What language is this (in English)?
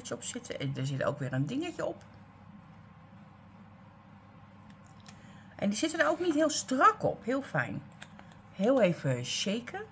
Dutch